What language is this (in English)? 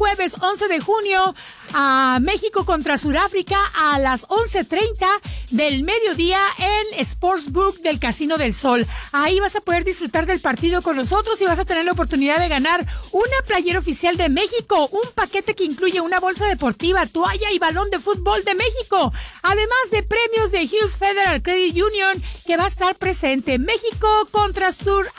Spanish